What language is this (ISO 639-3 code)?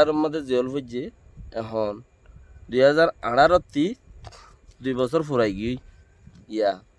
rhg